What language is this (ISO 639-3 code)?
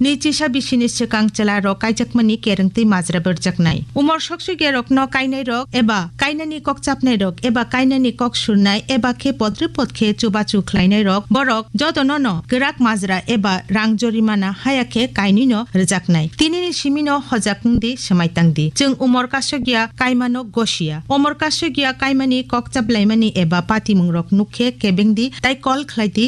trp